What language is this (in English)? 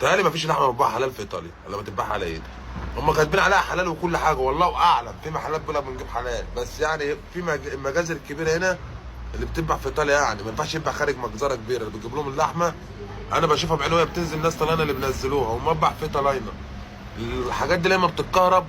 Egyptian Arabic